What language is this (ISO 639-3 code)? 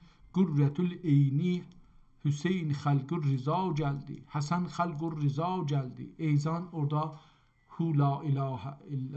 azb